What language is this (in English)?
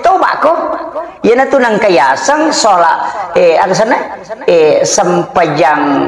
Buginese